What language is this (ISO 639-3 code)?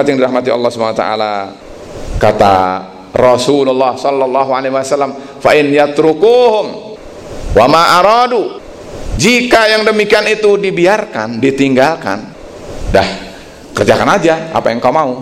ind